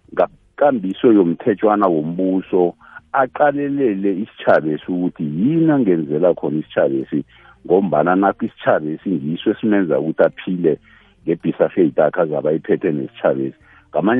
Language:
South Ndebele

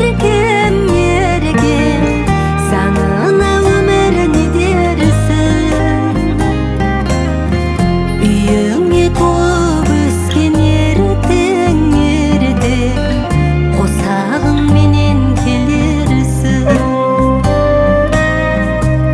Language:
Kazakh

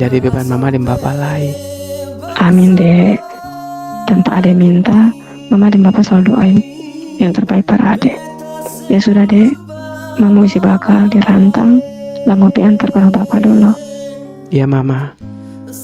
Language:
Ambonese Malay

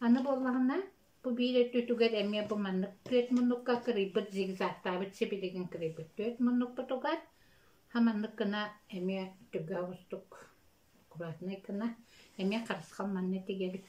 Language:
Yakut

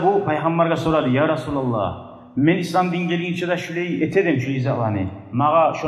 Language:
Kumyk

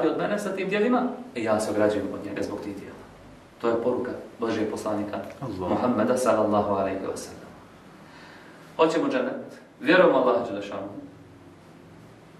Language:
Bosnian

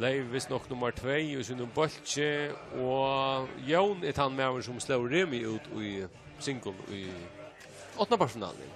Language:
Faroese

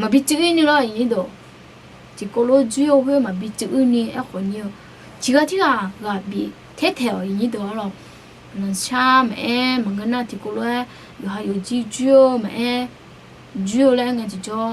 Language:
Akha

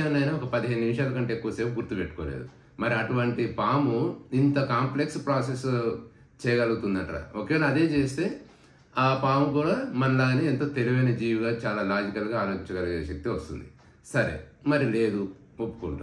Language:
Telugu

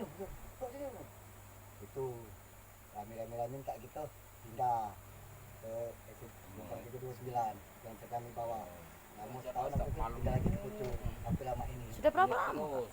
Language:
Musi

